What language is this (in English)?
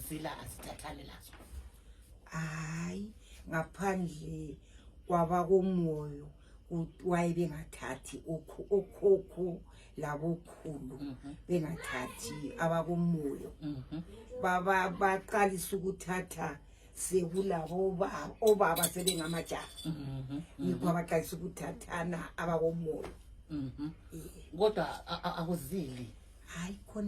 North Ndebele